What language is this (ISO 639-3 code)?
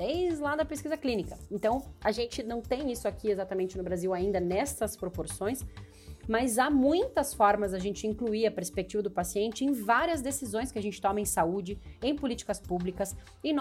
por